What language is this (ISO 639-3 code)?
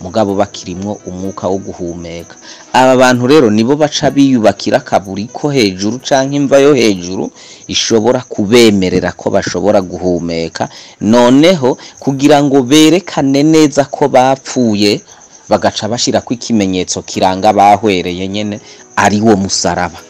run